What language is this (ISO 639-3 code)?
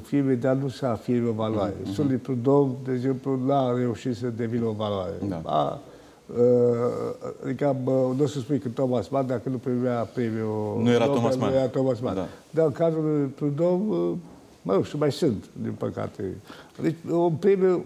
ron